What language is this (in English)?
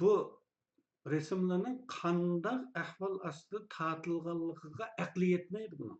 Uyghur